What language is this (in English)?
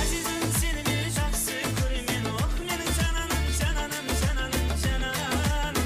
Kara-Kalpak